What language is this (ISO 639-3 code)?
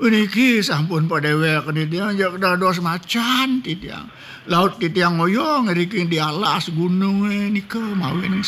ban